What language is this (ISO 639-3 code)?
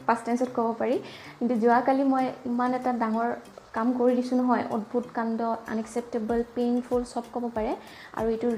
asm